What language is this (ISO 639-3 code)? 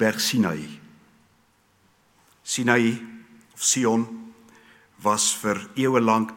afr